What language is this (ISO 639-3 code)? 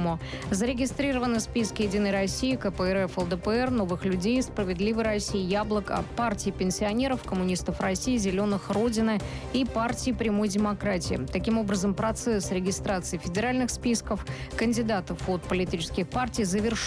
rus